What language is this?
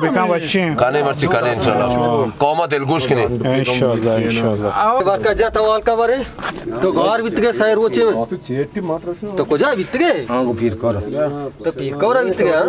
Baluchi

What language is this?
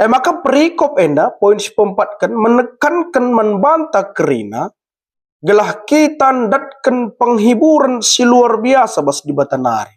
Batak Karo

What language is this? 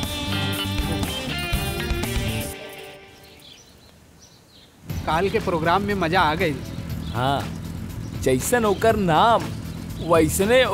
Bhojpuri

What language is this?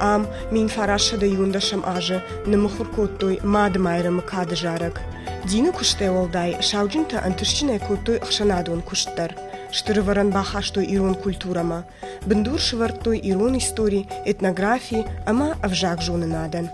Ossetic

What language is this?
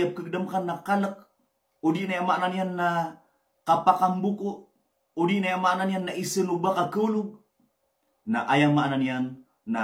Maranao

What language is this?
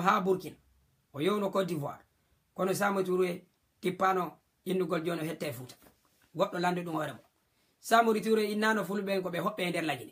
Fula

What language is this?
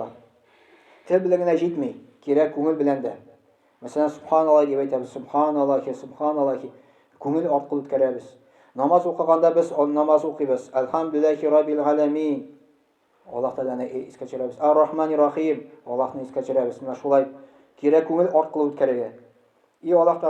Tatar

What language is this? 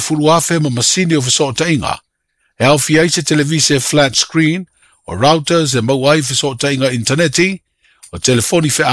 Samoan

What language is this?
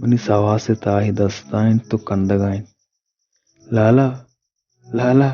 Baluchi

